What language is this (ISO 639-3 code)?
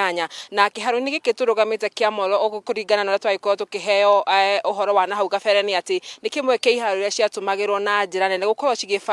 kik